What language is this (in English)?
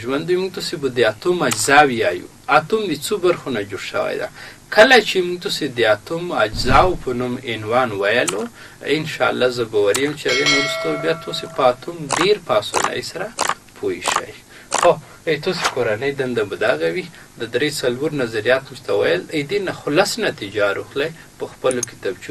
Pashto